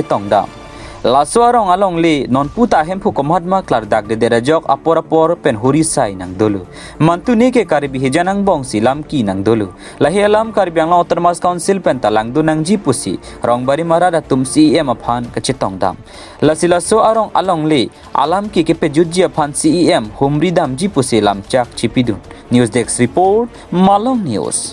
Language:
Karbi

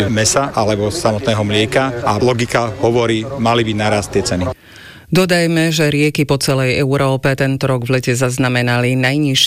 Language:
Slovak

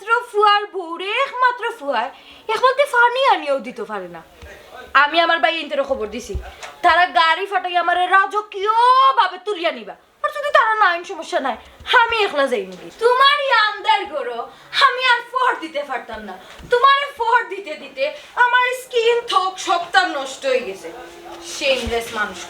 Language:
Sylheti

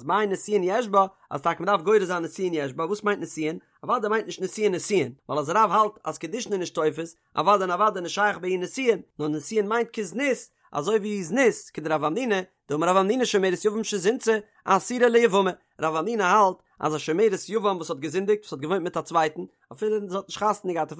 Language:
Yiddish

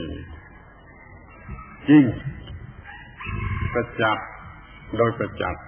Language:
Thai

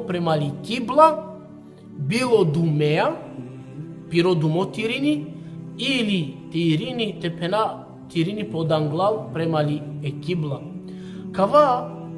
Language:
Balkan Romani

